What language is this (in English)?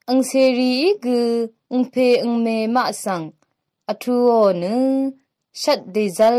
Rawang